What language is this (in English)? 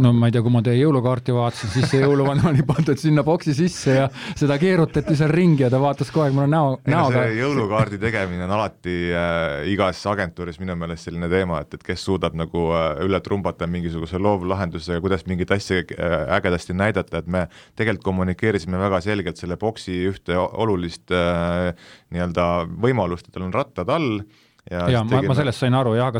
Estonian